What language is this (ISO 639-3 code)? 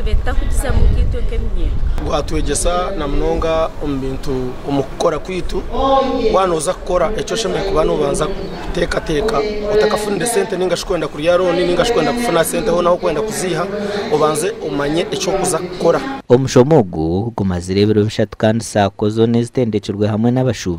nyn